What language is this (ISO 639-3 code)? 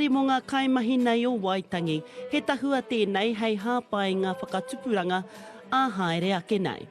mri